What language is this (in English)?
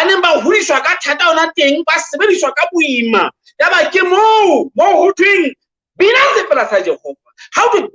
Southern Sotho